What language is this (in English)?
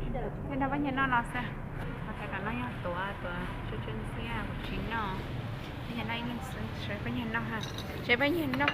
Hmong